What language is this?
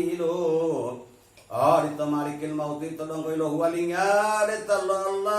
Gorontalo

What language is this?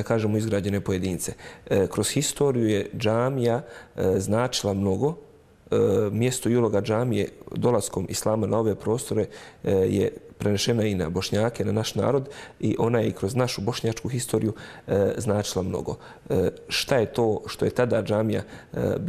Bosnian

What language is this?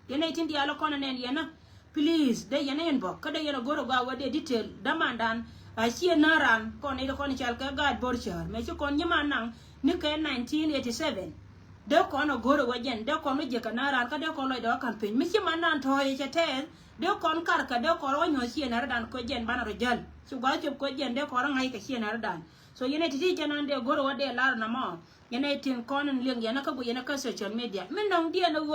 Nuer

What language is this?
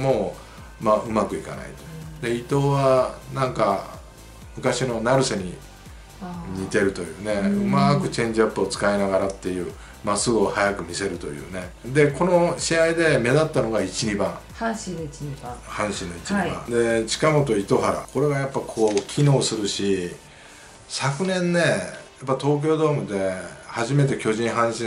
Japanese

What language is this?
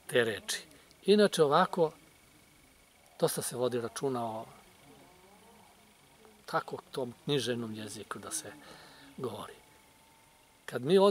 Serbian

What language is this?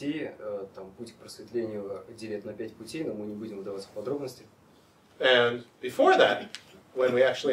Russian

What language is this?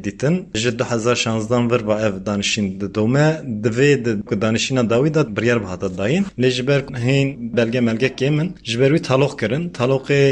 Kurdish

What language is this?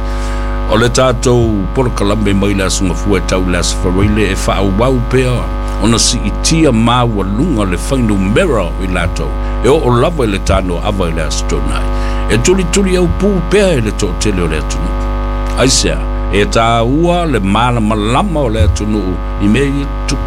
Samoan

